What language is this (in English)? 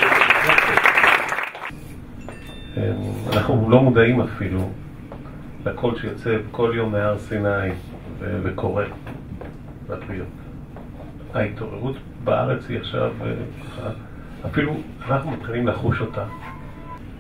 Hebrew